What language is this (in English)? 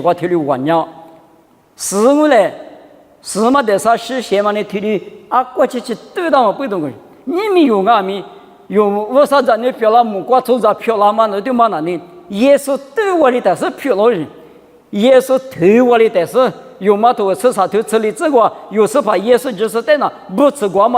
Lisu